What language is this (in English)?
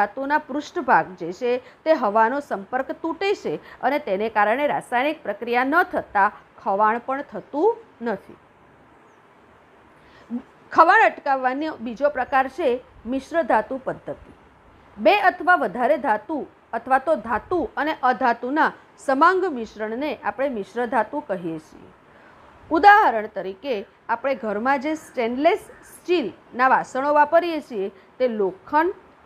Gujarati